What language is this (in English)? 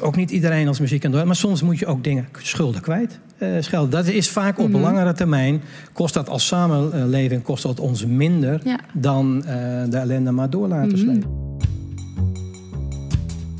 Dutch